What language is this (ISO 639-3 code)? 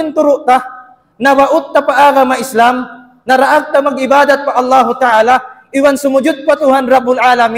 tsg